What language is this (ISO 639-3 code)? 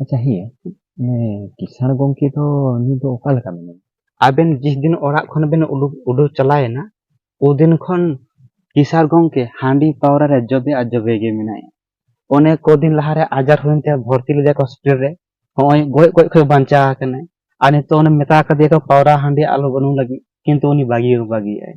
sat